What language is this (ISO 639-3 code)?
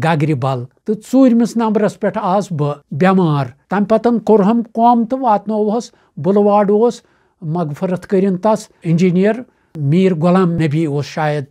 kas